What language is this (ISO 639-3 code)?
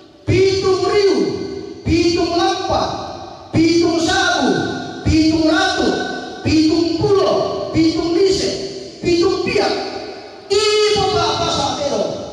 sda